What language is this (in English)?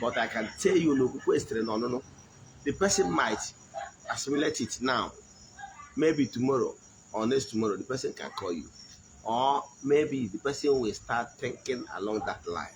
Igbo